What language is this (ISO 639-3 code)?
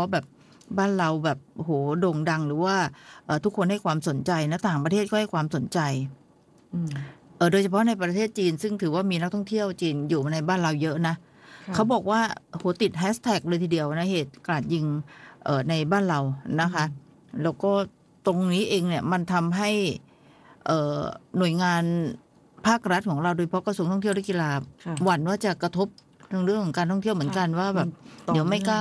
tha